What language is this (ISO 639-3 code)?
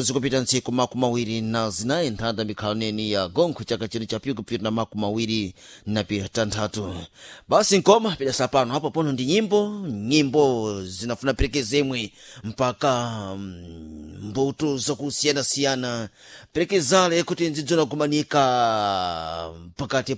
seh